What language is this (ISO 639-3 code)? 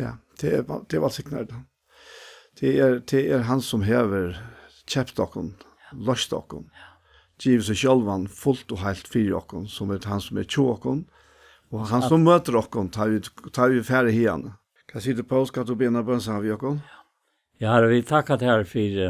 fao